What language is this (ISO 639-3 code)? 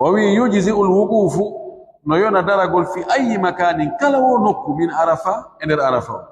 fuf